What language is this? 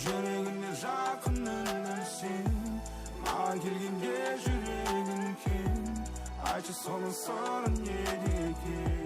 Kara-Kalpak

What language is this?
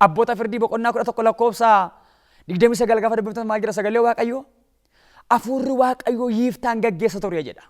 Oromo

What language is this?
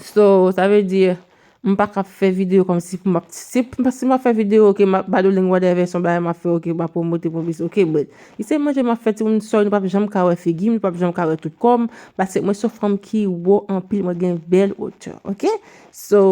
Haitian Creole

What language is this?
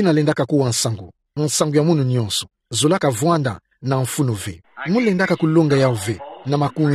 Kituba (Democratic Republic of Congo)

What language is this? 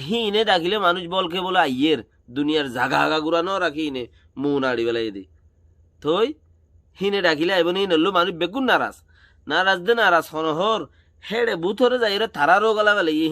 Rohingya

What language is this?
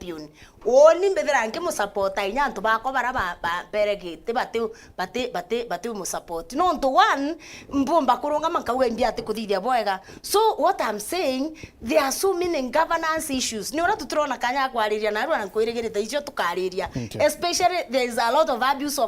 Meru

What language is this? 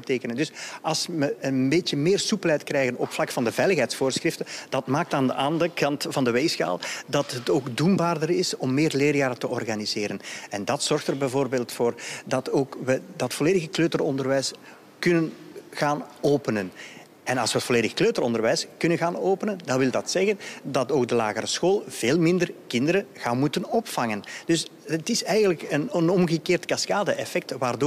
Dutch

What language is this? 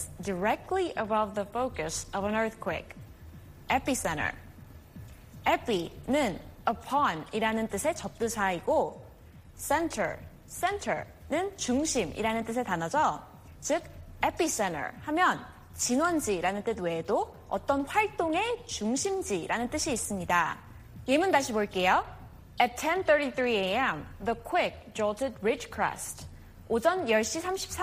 Korean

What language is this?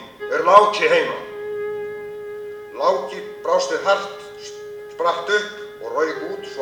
Icelandic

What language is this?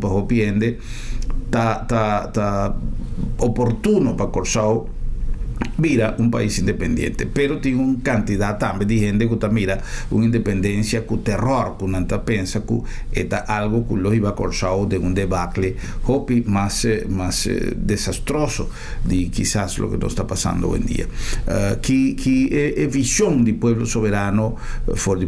Papiamento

